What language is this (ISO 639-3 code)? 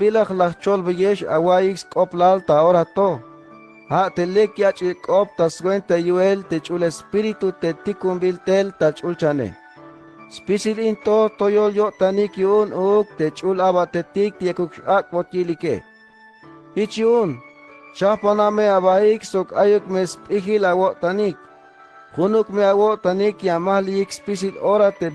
tzh